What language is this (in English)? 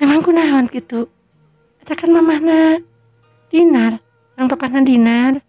Sundanese